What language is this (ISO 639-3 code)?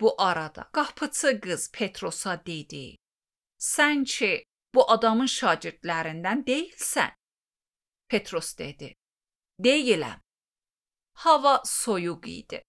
aze